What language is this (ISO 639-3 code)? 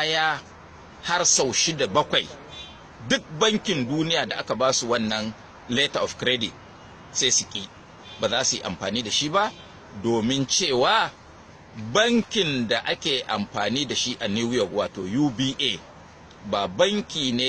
hau